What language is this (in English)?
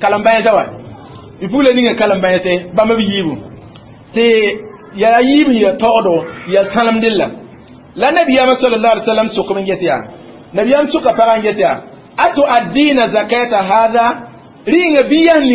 Mossi